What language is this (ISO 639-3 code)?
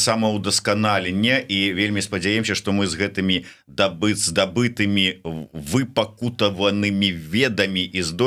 bel